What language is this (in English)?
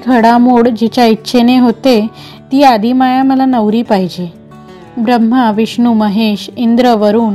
Marathi